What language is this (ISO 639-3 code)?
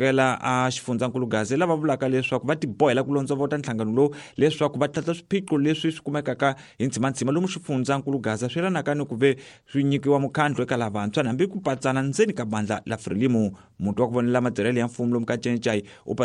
tso